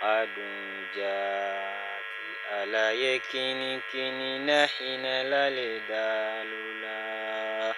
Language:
Bambara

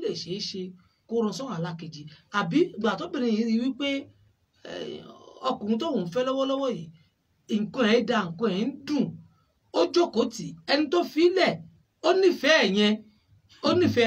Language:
Yoruba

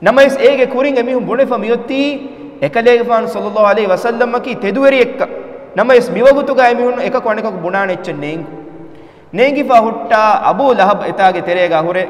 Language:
Divehi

